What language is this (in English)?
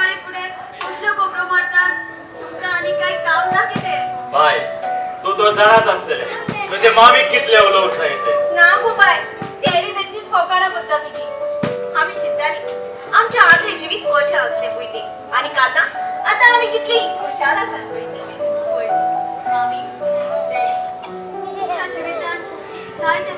Konkani